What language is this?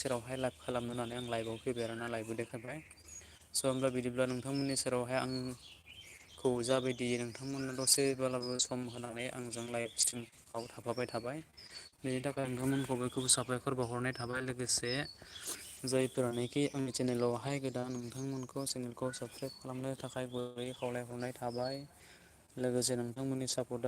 Bodo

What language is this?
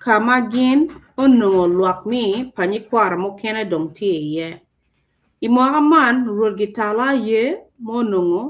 Acoli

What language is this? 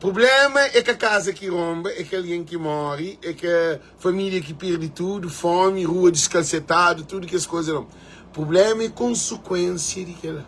Kabuverdianu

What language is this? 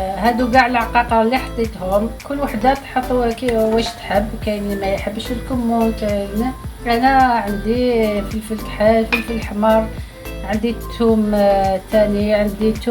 Algerian Arabic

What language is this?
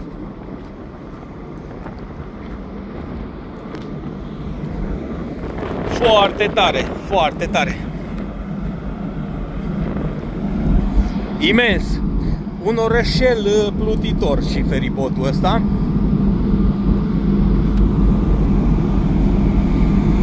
Romanian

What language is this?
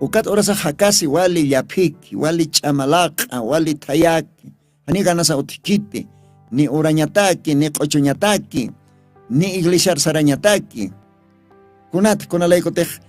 Aymara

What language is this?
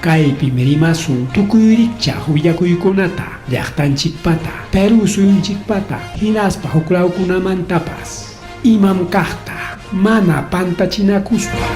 Ayacucho Quechua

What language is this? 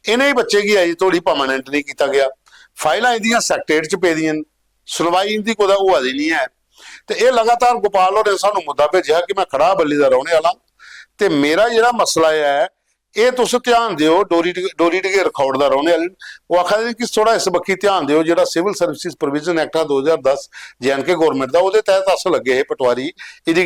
Dogri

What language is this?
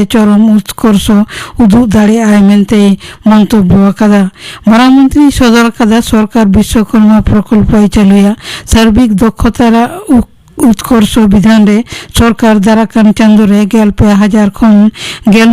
Santali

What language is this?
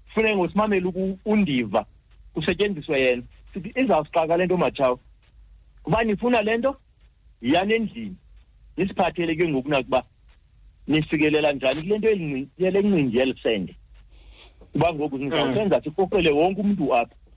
Xhosa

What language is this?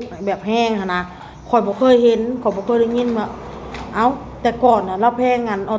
Lao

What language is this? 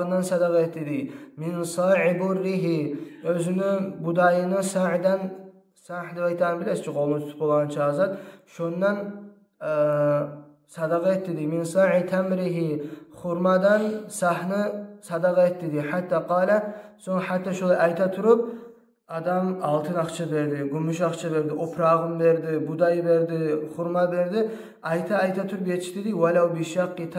Kumyk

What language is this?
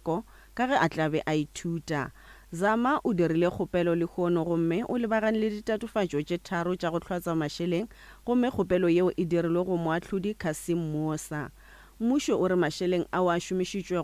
Northern Sotho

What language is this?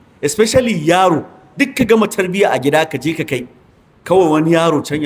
Hausa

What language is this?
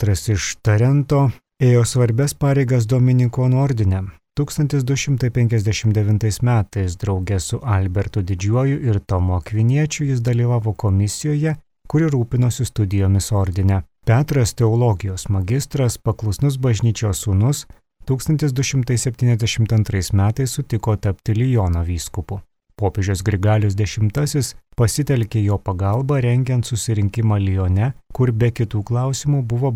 Lithuanian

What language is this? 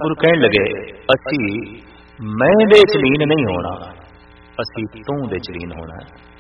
Punjabi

